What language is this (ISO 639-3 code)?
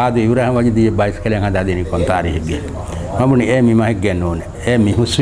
div